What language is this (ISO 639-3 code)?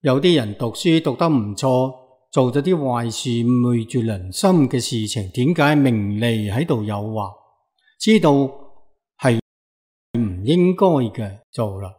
yue